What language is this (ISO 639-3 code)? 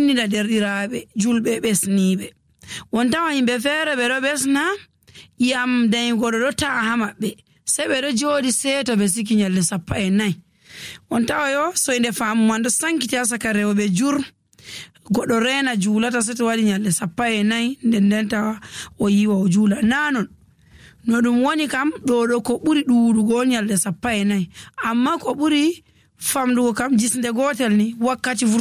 fuv